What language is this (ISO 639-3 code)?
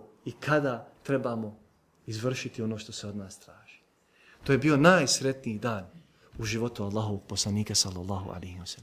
bos